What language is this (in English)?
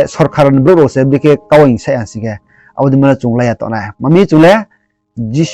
Riang (India)